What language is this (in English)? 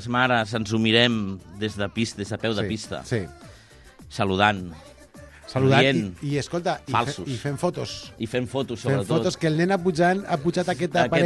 Catalan